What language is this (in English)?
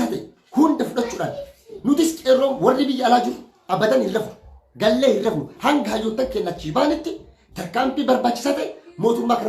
Oromo